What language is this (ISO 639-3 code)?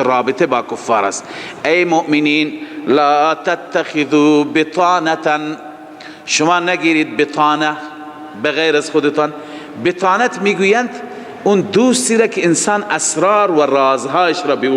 fas